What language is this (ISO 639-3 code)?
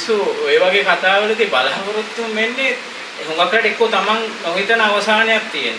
sin